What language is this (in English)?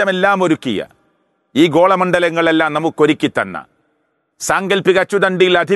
Malayalam